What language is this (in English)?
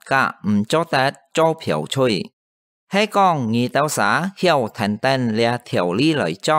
Hakka Chinese